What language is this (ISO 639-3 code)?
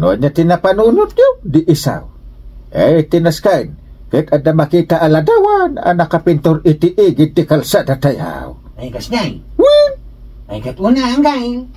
ilo